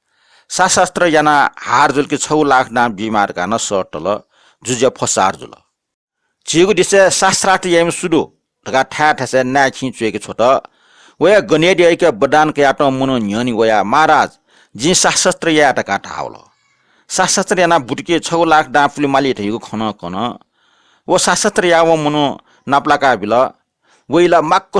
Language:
Newari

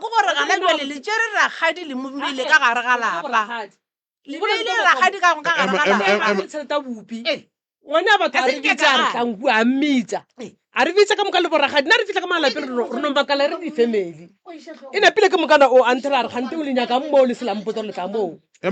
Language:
Northern Sotho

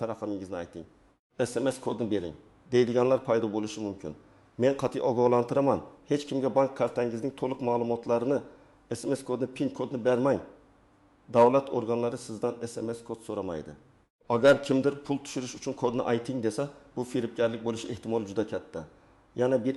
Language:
Uzbek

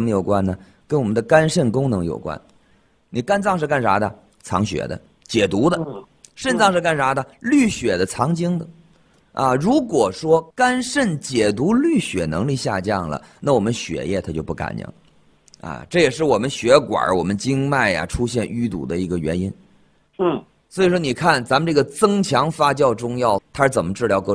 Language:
Chinese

